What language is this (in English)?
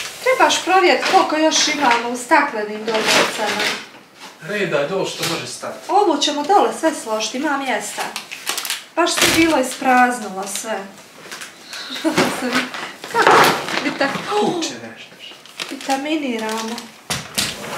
Croatian